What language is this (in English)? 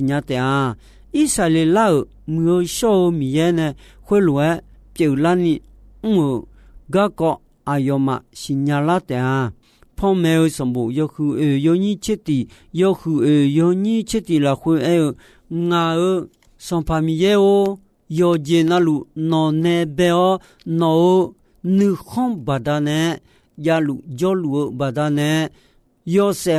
Akha